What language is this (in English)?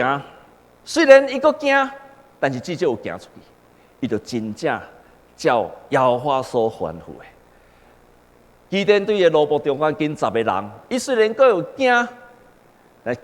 Min Nan Chinese